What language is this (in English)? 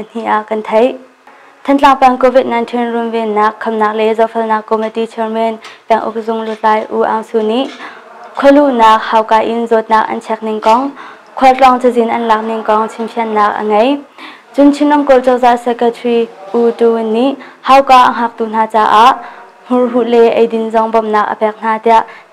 Hakha Chin